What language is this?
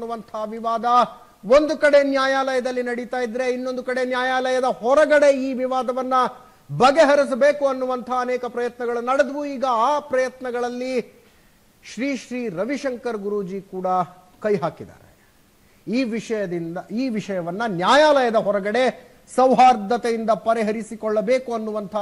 Kannada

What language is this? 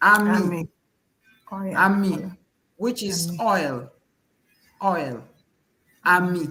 Ewe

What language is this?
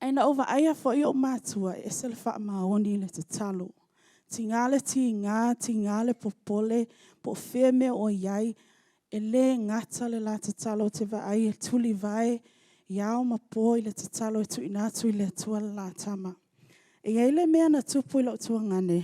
Samoan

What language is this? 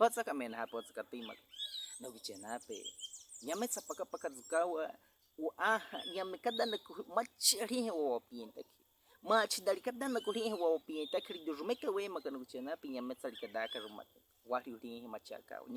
Baniwa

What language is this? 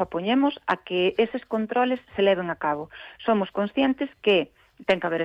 Galician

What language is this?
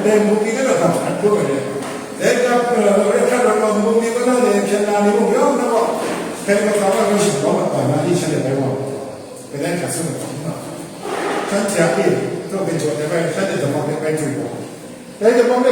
Kachin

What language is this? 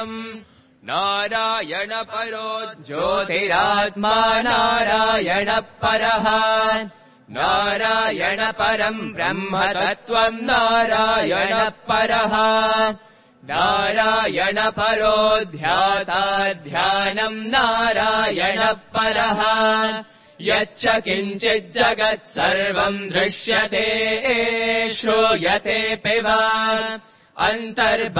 Sanskrit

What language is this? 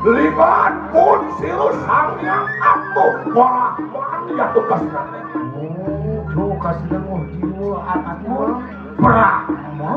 Balinese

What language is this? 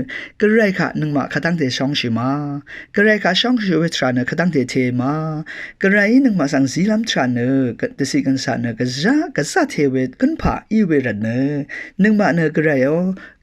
Rawang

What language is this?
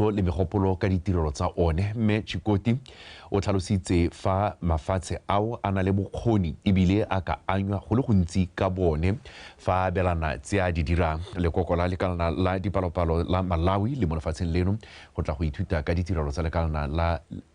Tswana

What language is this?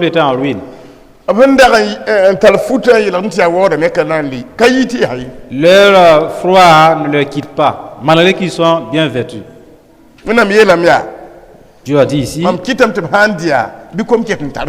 Mossi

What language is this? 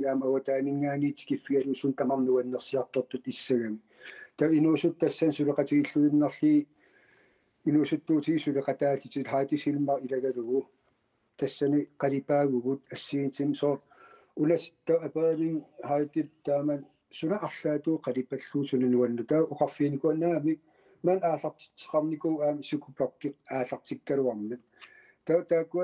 Kalaallisut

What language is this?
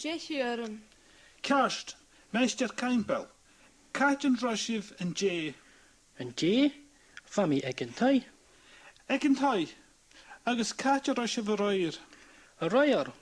Scottish Gaelic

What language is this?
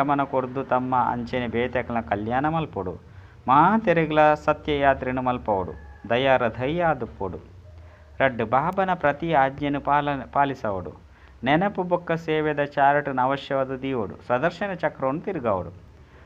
Tulu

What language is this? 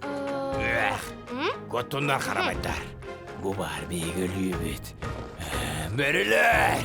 Yakut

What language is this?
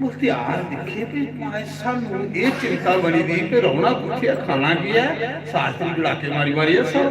Dogri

